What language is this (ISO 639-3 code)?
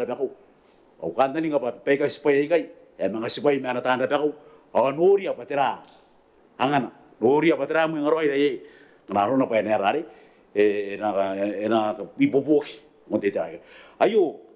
gil